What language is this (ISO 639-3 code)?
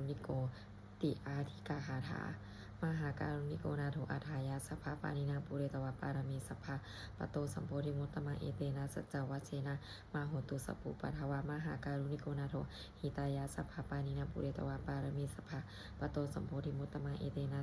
pli